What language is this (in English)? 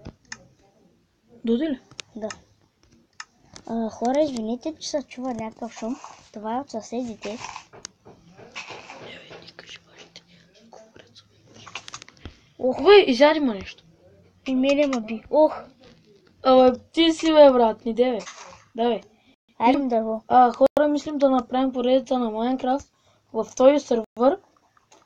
Bulgarian